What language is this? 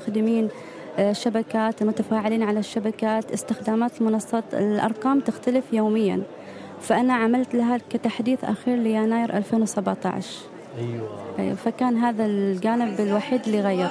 Gulf Arabic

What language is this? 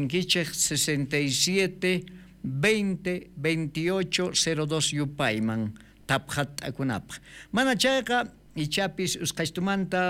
South Bolivian Quechua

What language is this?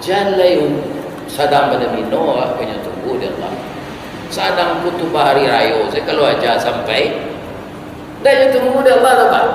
Minangkabau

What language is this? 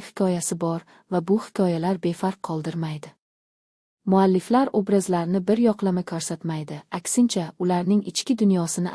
Uzbek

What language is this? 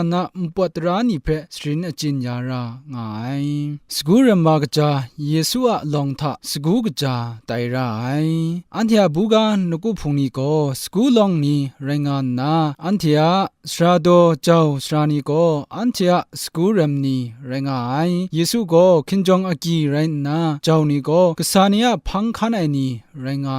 Kachin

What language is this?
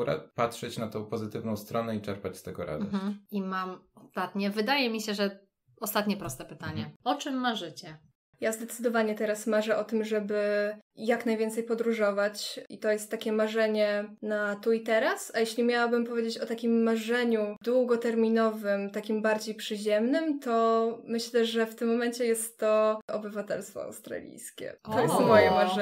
Polish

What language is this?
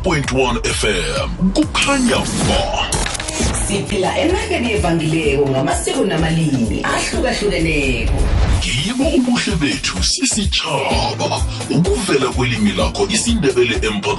South Ndebele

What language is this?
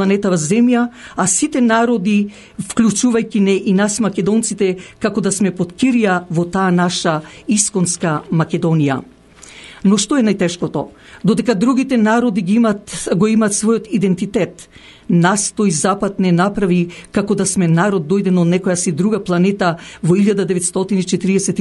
Macedonian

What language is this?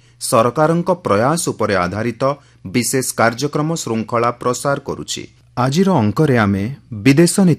Odia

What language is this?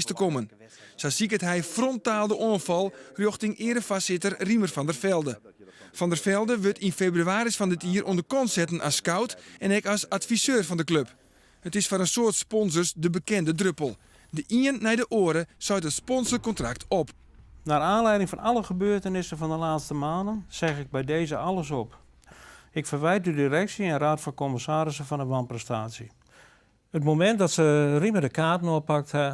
Western Frisian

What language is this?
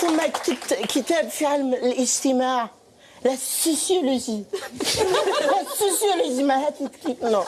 Algerian Arabic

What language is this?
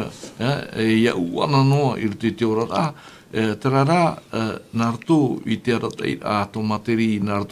Tahitian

